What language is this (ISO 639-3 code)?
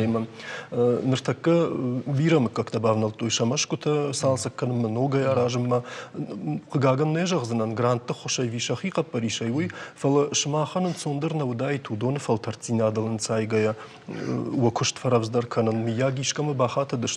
oss